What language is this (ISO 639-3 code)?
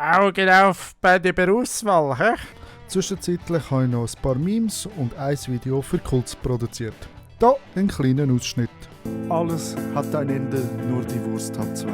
gsw